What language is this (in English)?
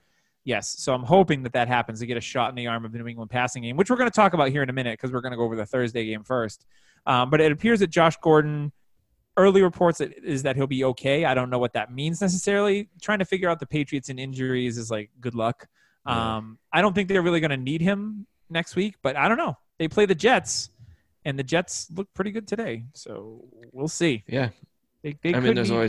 English